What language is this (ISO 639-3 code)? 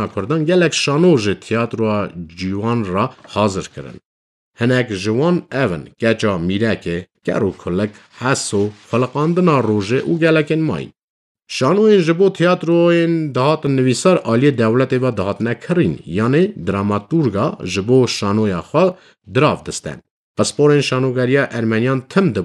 kur